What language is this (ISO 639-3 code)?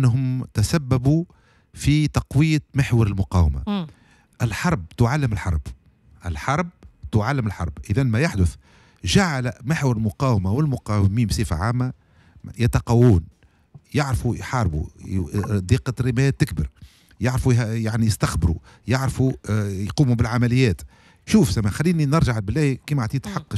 aeb